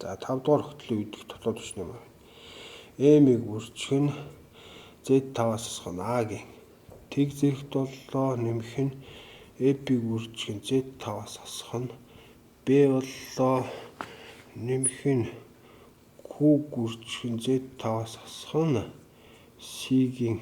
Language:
Mongolian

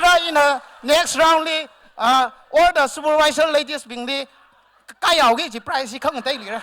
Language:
Tangkhul Naga (India)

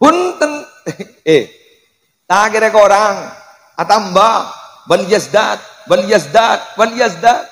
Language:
Madurese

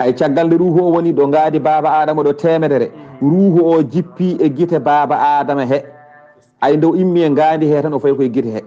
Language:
Fula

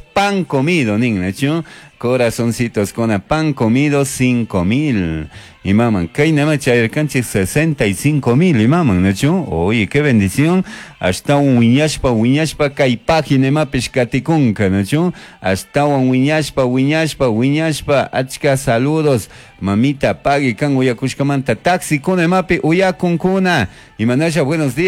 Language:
Chimborazo Highland Quichua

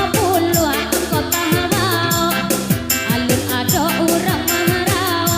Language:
Minangkabau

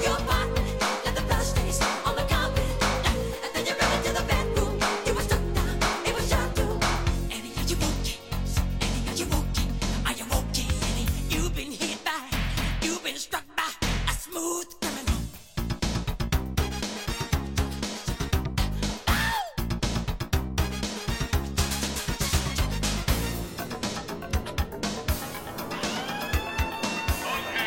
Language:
English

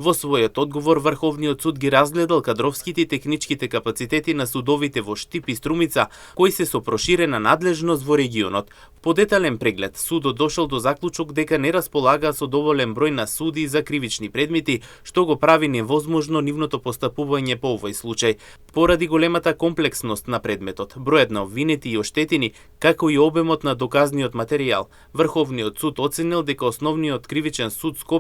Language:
Macedonian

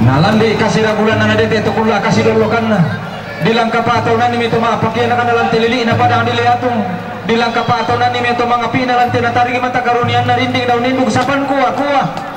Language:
Toraja-Sa'dan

